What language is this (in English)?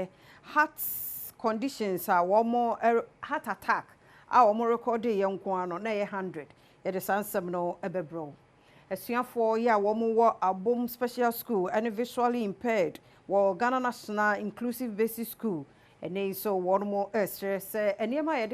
Akan